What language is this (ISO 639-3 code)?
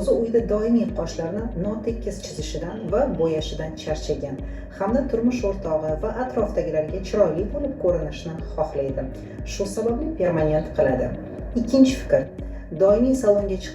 uzb